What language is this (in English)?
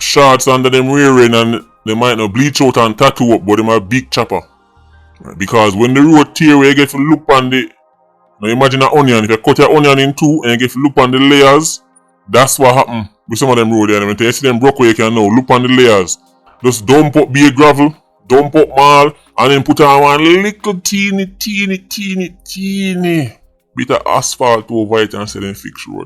Jamaican Creole English